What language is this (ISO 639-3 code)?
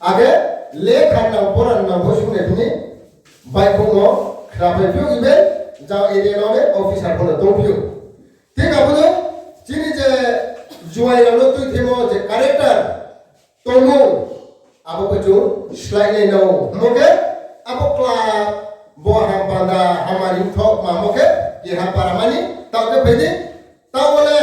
ria